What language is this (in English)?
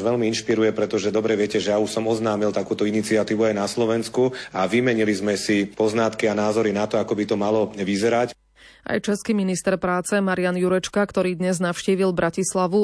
Slovak